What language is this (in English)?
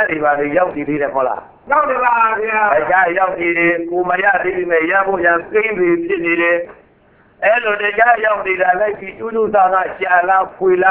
Burmese